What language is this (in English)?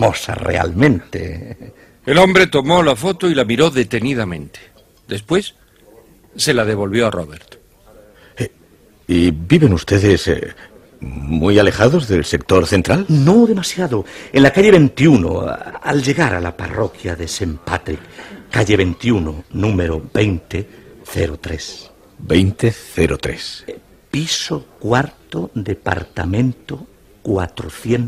Spanish